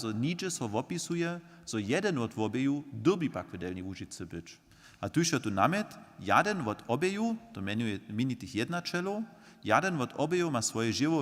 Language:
Upper Sorbian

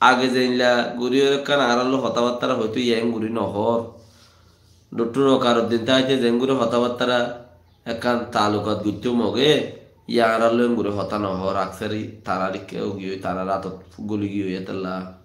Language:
Rohingya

